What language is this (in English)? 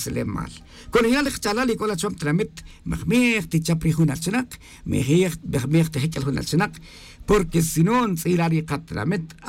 Kaqchikel